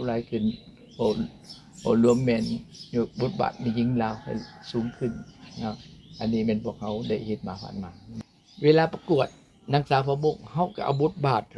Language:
Lao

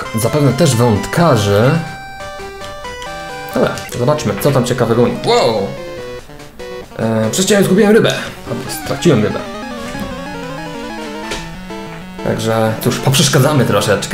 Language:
Polish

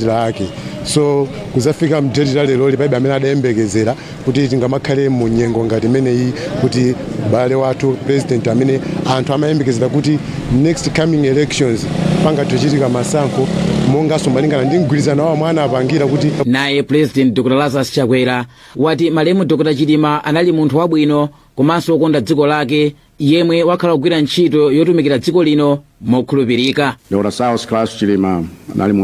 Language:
Nyanja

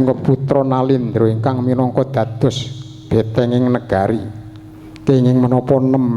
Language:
Javanese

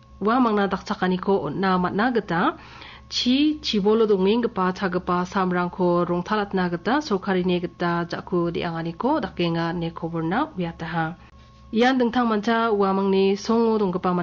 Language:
Garo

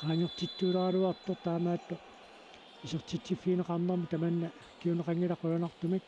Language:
Kalaallisut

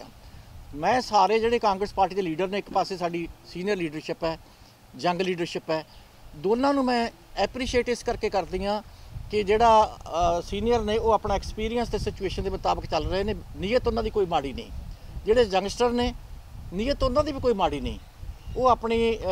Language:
Punjabi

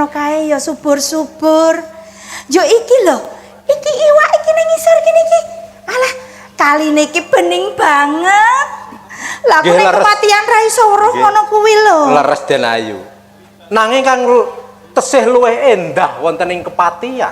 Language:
Javanese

